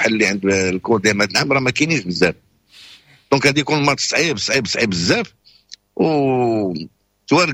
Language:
Moroccan Arabic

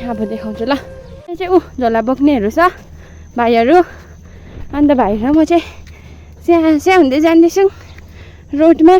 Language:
Nepali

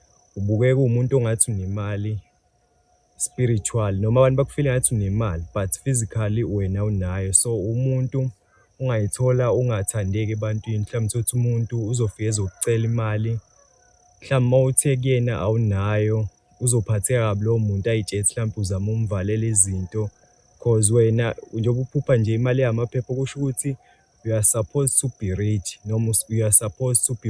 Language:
Zulu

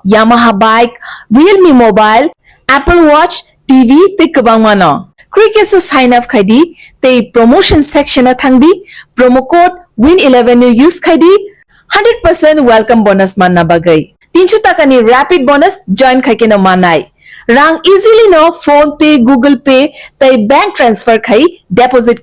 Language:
Kok Borok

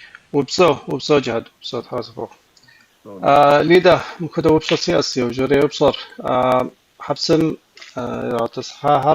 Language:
Kabardian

